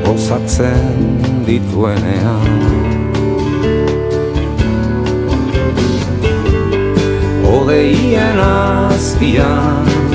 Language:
Basque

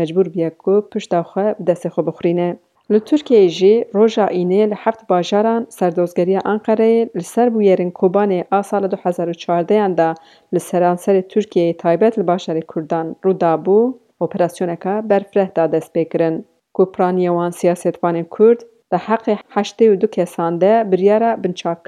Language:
Kurdish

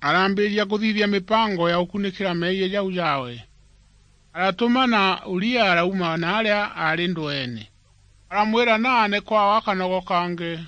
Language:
Meru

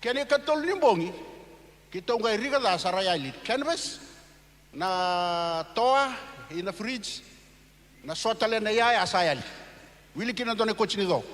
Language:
Fijian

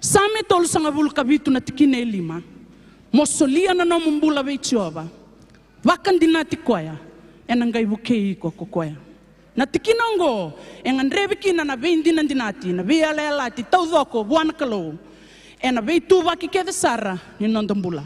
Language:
Fijian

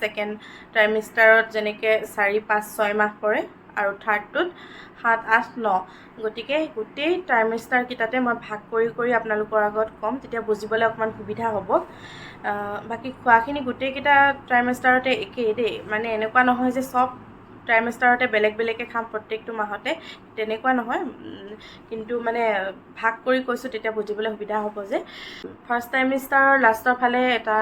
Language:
Assamese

